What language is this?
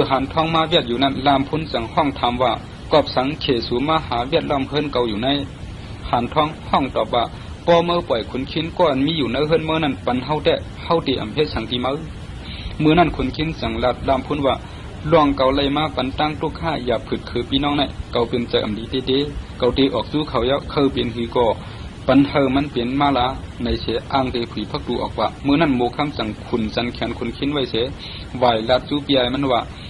Shan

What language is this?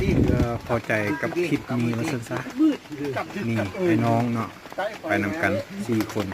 Lao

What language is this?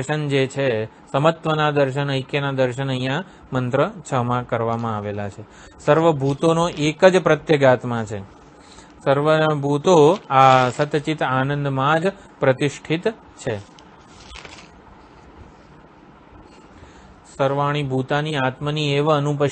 Gujarati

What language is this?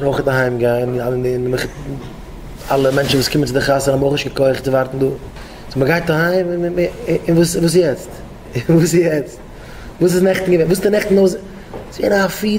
Yiddish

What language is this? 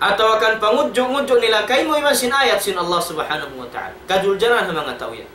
Tausug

